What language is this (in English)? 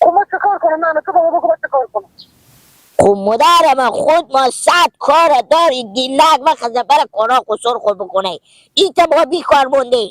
Hazaragi